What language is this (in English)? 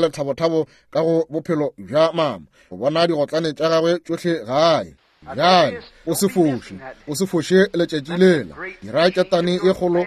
Northern Sotho